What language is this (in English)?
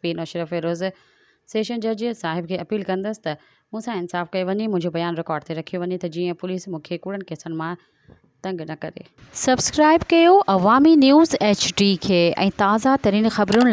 Sindhi